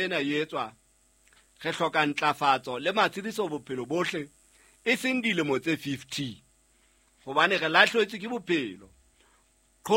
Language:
Southern Sotho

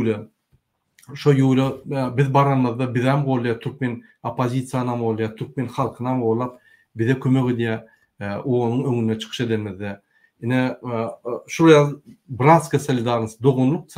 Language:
Turkmen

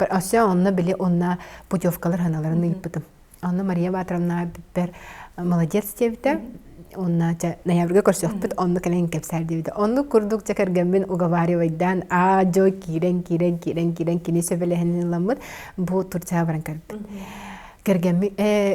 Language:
Yakut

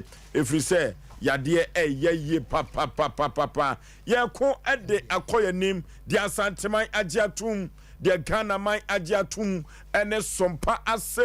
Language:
Akan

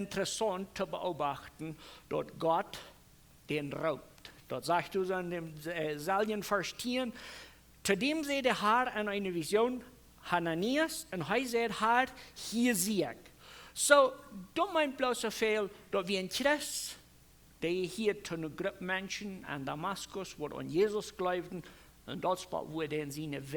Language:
Plautdietsch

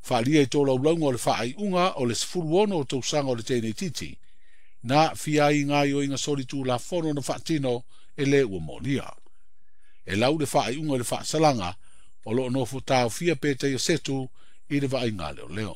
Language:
Samoan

